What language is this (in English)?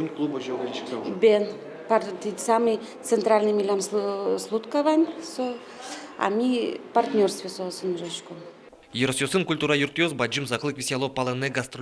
Udmurt